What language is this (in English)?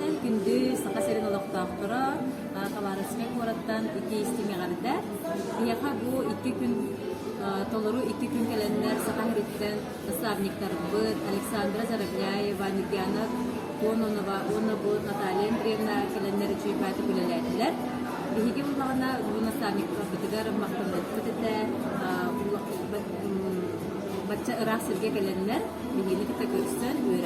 Yakut